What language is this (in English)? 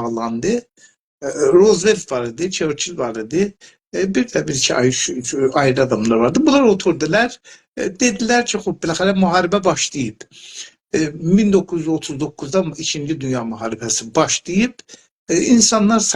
South Azerbaijani